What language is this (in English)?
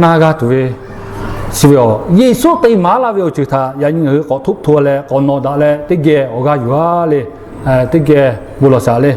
Lahu